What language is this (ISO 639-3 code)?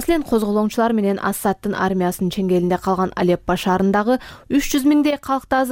kir